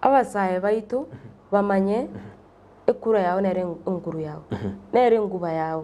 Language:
Gusii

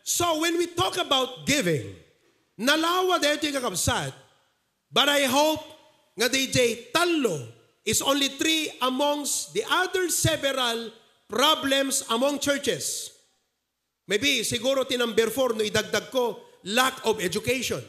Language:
Iloko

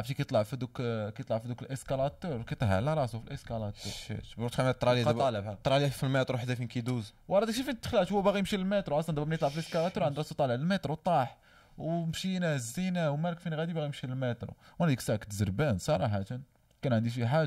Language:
Moroccan Arabic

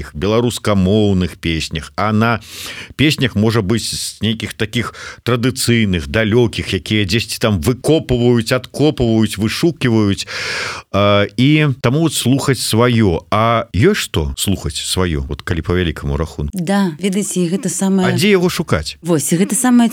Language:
Belarusian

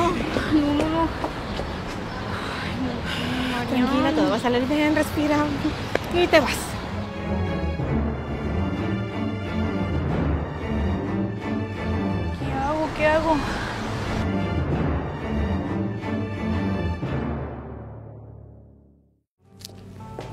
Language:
Spanish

